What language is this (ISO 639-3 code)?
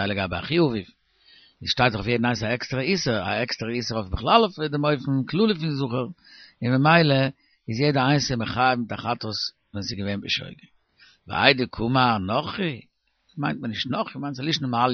yid